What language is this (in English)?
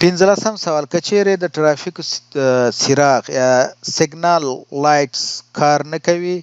Pashto